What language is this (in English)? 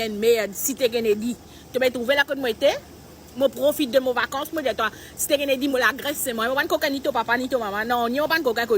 Morisyen